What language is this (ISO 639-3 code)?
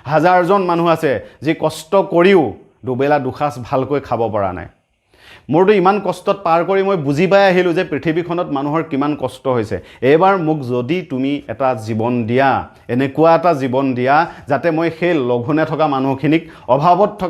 asm